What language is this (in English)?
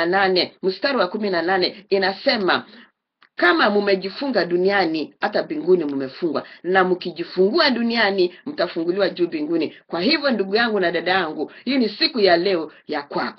Swahili